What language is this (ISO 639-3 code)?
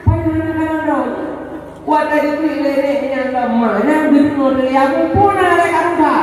ace